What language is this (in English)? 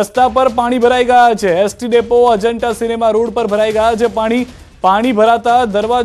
Gujarati